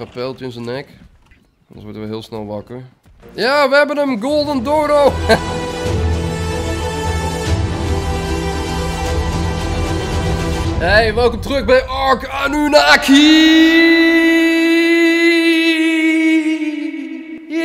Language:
Dutch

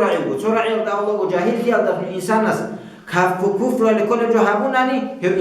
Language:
Avaric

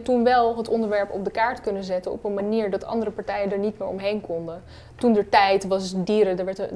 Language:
Dutch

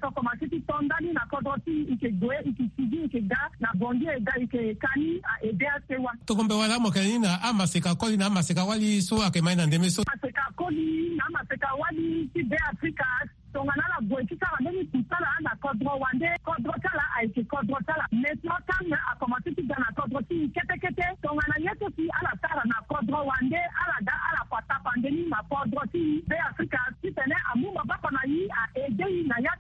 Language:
Sango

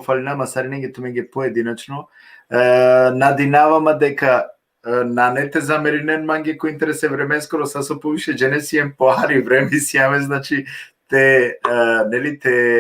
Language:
Balkan Romani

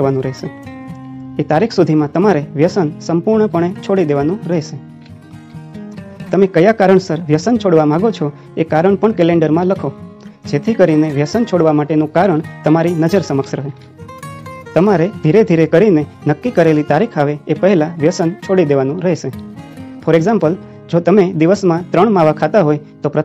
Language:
Gujarati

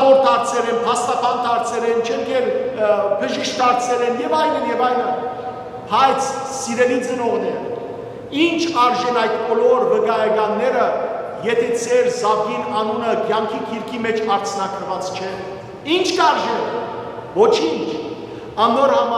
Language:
Western Armenian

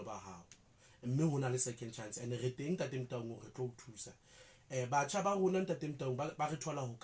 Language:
Southern Sotho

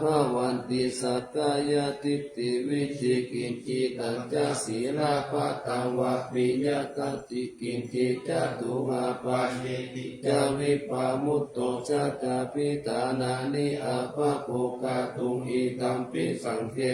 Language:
Pali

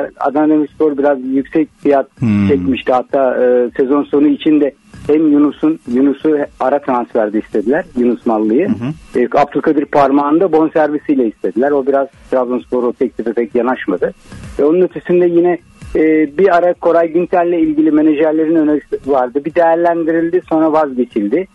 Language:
Turkish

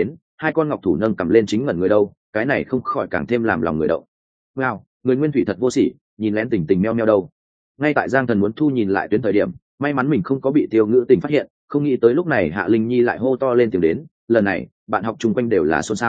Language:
Vietnamese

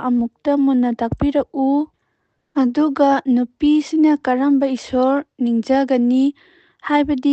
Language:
Manipuri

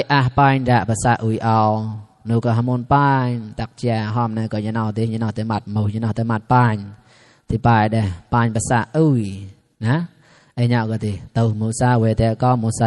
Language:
Mon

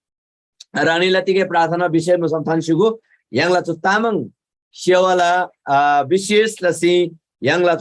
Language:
Eastern Tamang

